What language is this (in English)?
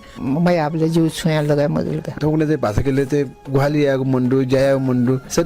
Newari